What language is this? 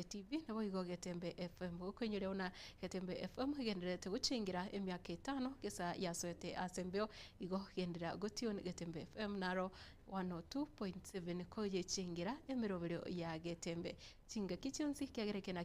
Gusii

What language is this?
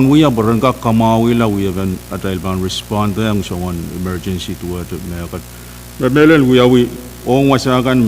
Pohnpeian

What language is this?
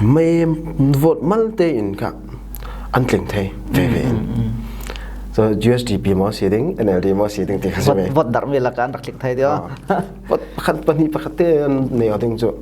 Falam Chin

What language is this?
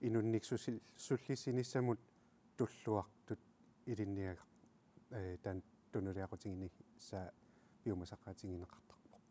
Kalaallisut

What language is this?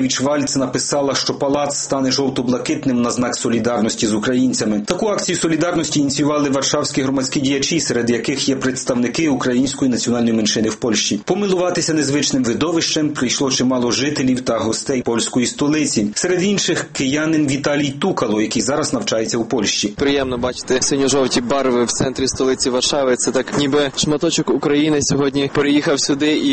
Ukrainian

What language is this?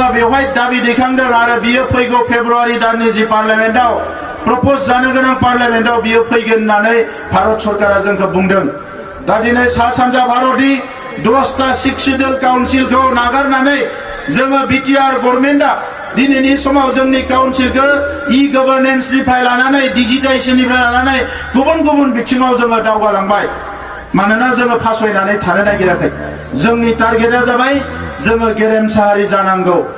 Bodo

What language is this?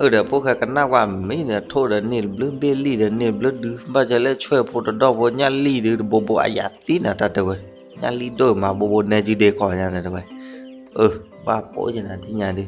S'gaw Karen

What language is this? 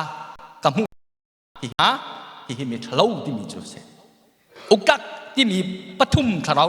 Hakha Chin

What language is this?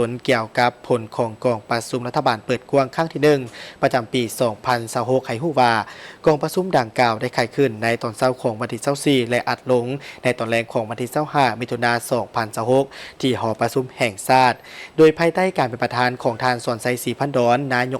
Lao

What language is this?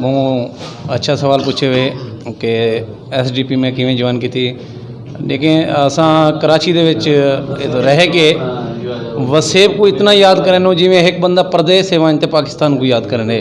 Saraiki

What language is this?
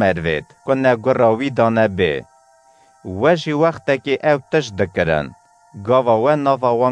Kurdish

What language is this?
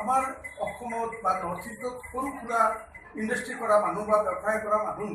Assamese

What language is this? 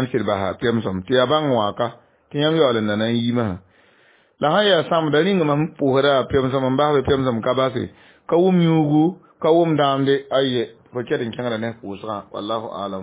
Mossi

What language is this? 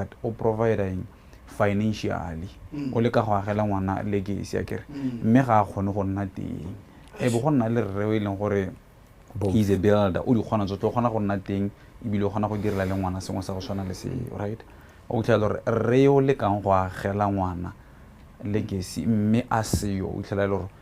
Tswana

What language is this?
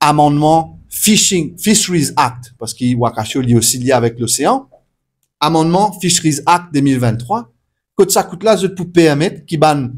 Morisyen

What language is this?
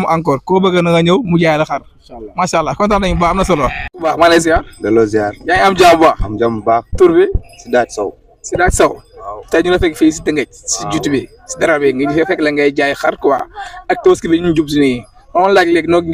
Wolof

